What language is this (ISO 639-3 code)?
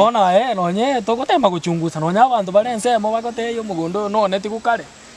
guz